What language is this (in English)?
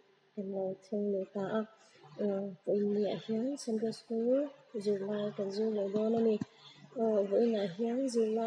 Mizo